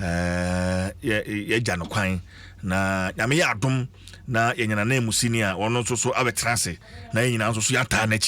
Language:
Akan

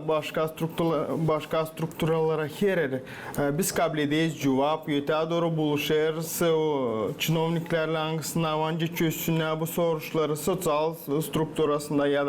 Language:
Gagauz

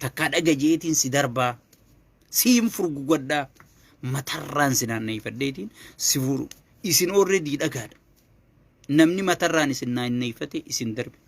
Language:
Oromo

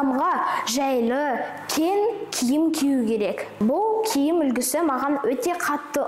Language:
Kazakh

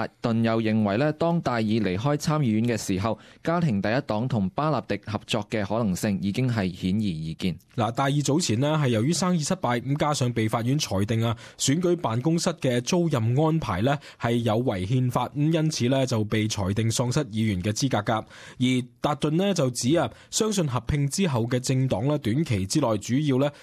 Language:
Cantonese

